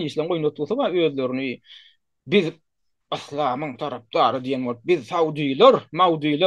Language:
Turkmen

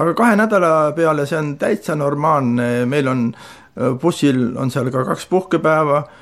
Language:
Estonian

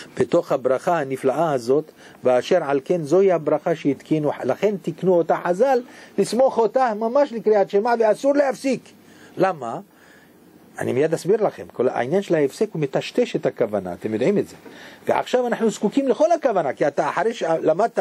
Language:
Hebrew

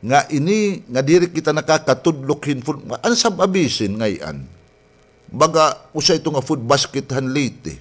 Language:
Waray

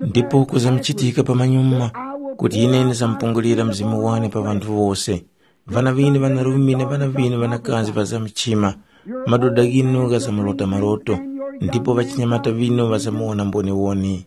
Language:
Tumbuka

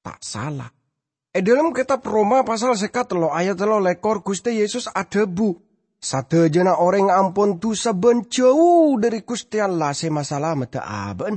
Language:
Madurese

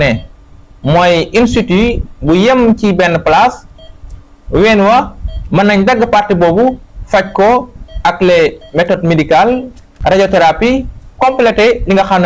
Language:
Wolof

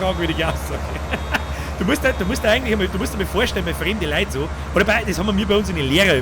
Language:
Bavarian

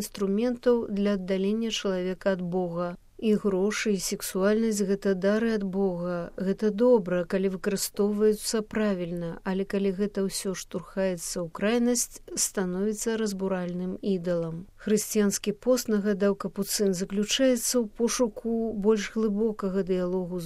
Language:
Belarusian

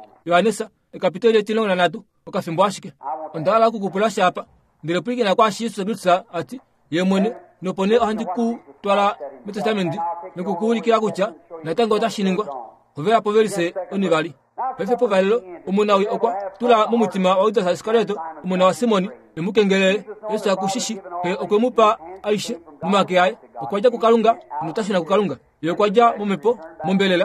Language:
Kuanyama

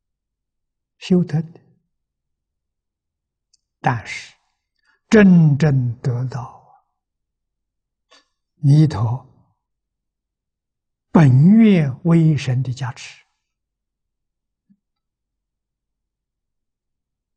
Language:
Chinese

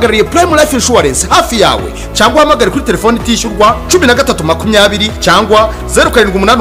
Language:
Kinyarwanda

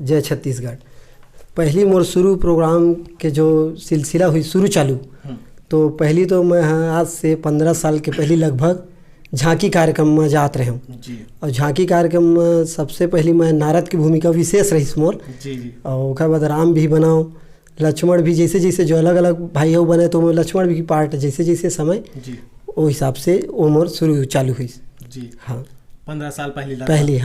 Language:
Chhattisgarhi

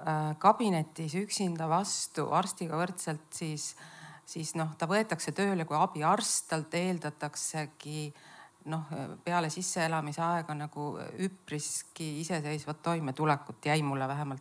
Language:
Estonian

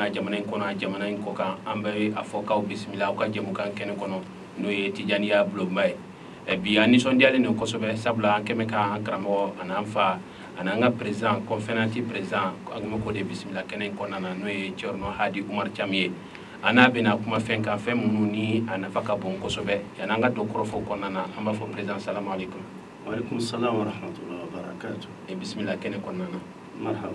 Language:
Bambara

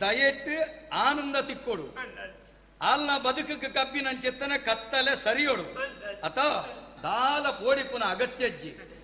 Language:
Tulu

